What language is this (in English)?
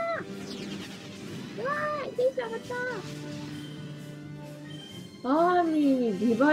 Japanese